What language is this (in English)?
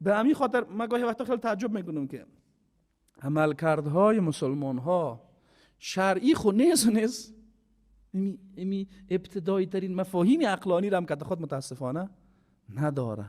Persian